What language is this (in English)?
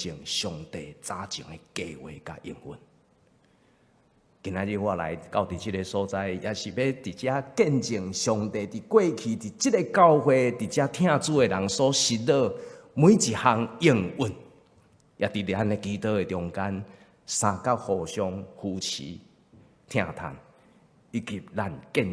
Min Nan Chinese